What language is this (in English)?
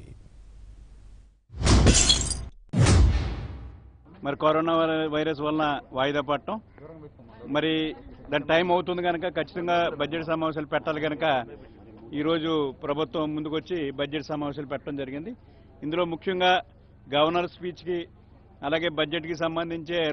Telugu